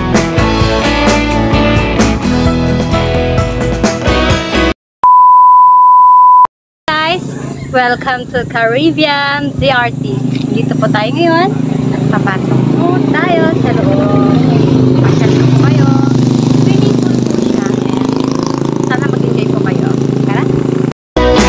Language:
Filipino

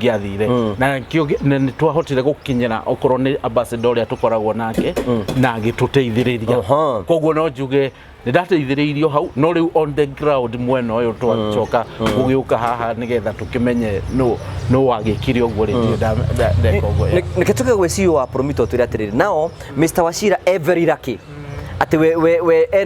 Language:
Kikuyu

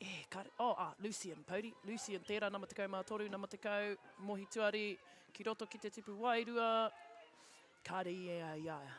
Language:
Māori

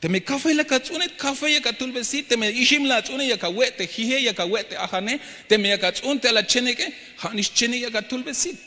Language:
Tzeltal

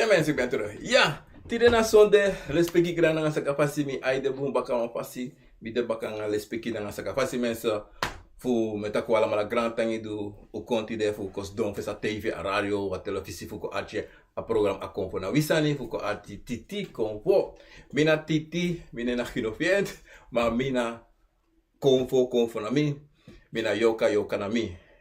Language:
Sranan Tongo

